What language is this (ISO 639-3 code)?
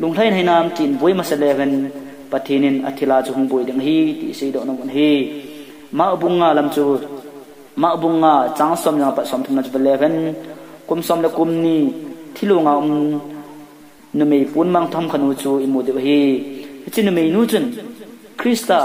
tcz